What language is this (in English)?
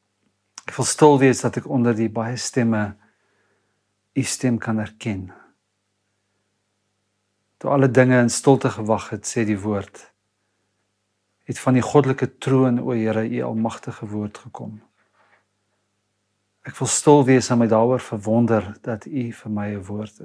Afrikaans